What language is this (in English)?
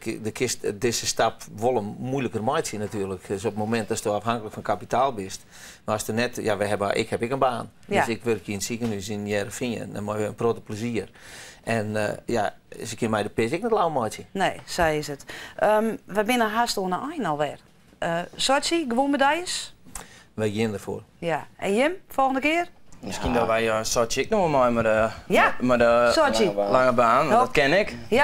Western Frisian